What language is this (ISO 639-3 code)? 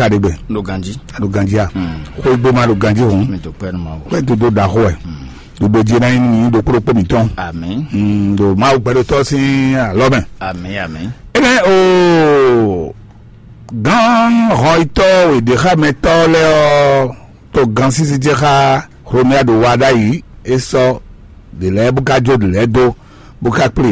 fon